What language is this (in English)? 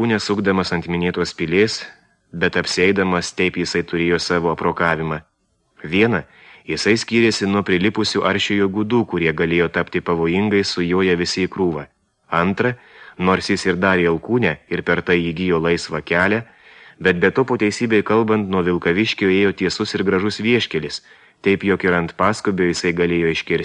Lithuanian